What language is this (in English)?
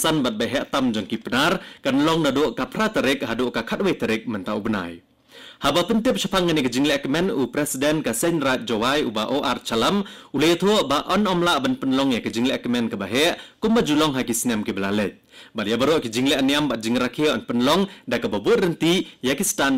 Khasi